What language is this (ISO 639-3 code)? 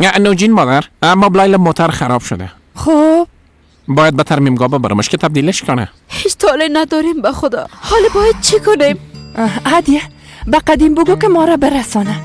fas